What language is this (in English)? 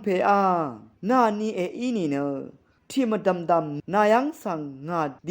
Rawang